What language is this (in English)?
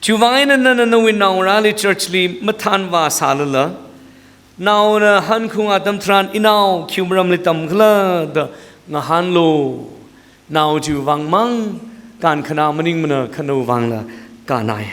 Tangkhul Naga (India)